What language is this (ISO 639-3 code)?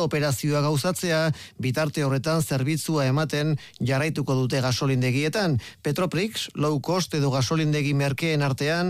eus